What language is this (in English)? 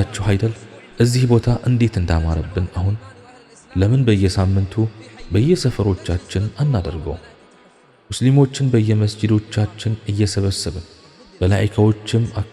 Amharic